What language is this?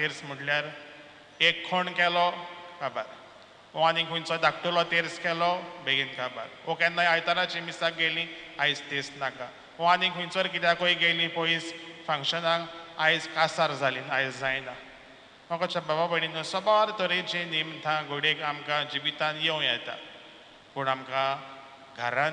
Konkani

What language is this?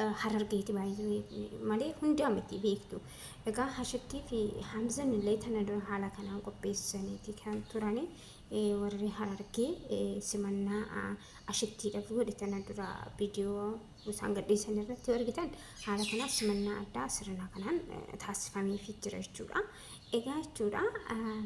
Oromo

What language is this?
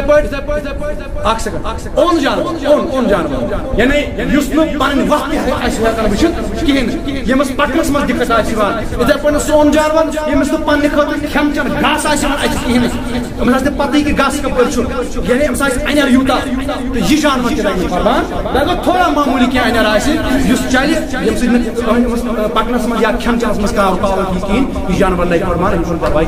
Kashmiri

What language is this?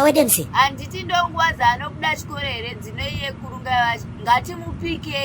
Shona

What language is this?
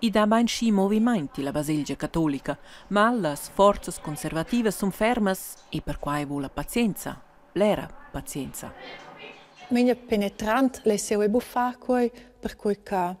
Romansh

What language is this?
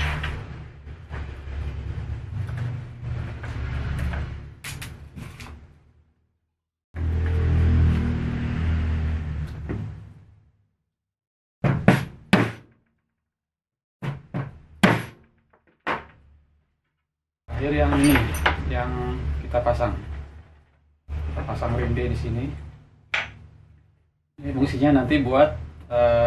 Indonesian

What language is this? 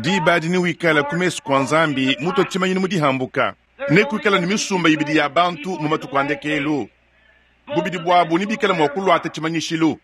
Luba-Lulua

